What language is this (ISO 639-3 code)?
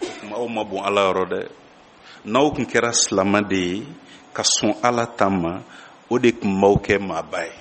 bam